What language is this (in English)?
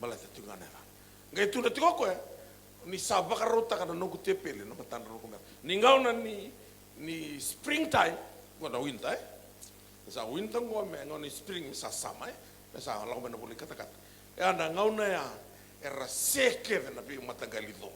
Fijian